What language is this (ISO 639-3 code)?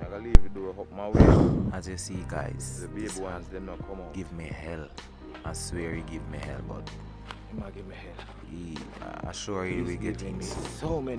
jam